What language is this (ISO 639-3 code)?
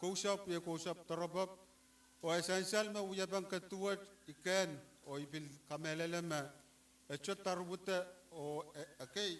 pon